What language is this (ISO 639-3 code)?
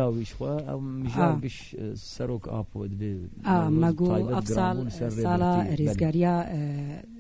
kur